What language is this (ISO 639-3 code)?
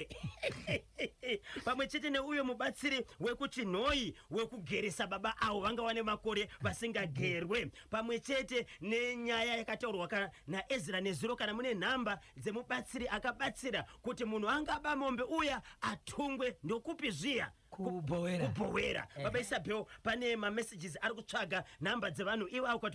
sna